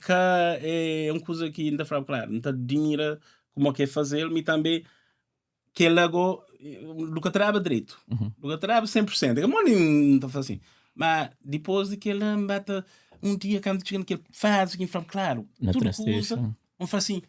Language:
Kabuverdianu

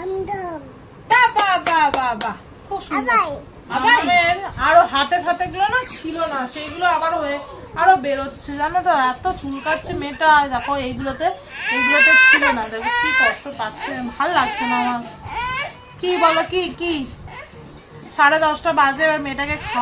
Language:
Bangla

